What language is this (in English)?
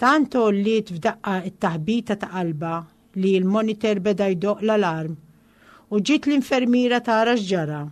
Maltese